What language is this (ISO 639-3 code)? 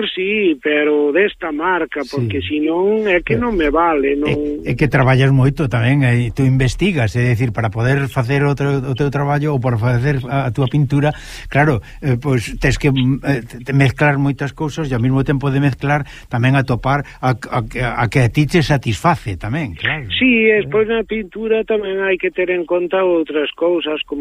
glg